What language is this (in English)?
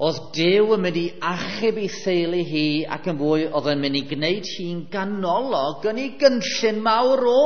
Welsh